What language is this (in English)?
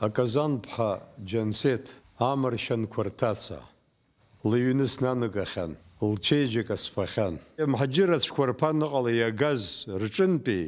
Abkhazian